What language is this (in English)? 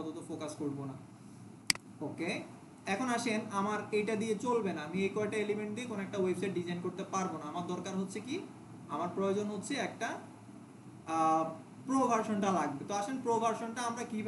Bangla